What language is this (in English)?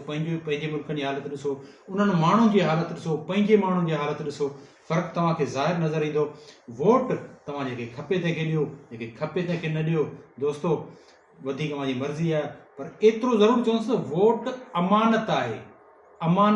Sindhi